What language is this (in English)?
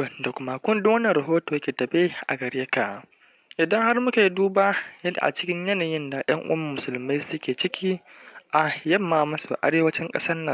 Hausa